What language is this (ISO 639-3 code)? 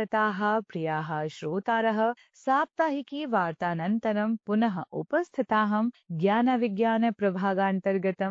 san